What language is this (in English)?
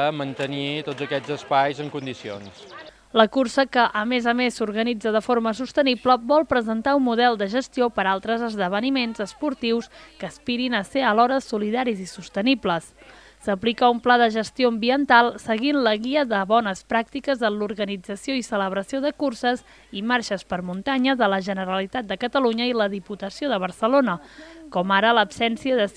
Catalan